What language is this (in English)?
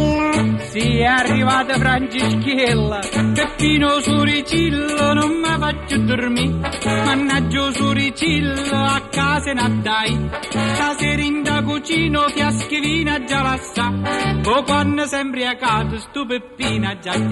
Neapolitan